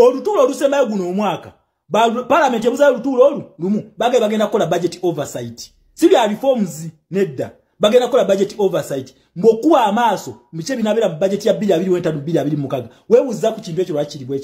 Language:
Ganda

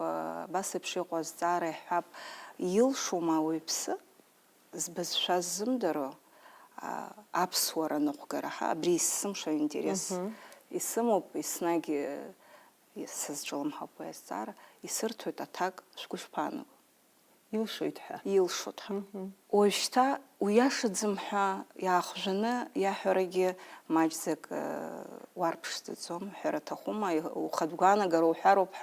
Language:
Abkhazian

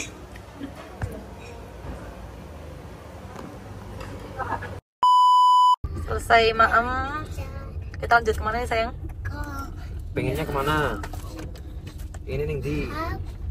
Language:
Indonesian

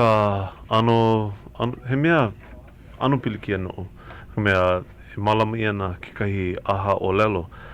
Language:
Hawaiian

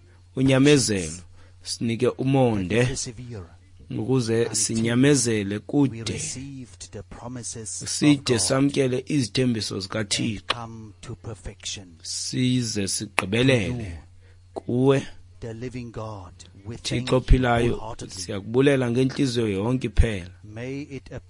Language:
Xhosa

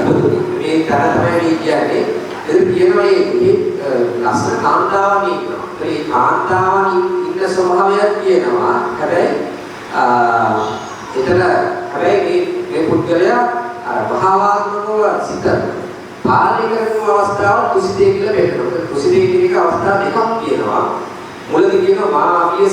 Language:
Sinhala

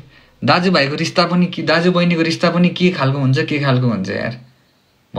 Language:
Nepali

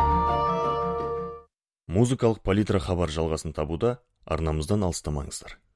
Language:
Kazakh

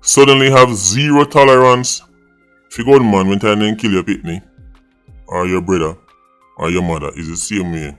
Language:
Jamaican Creole English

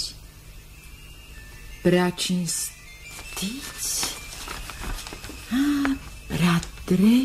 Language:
Romanian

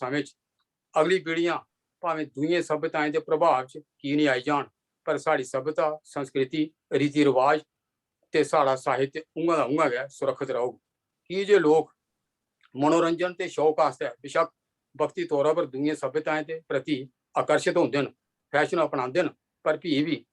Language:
Dogri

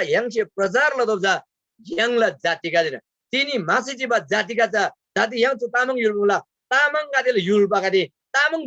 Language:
Eastern Tamang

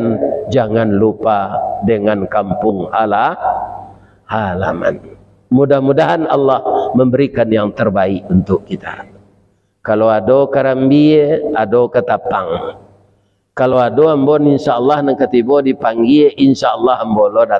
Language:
Minangkabau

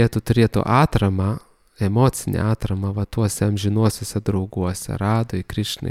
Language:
Lithuanian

